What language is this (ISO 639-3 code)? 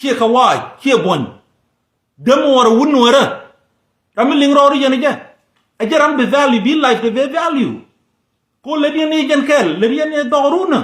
nus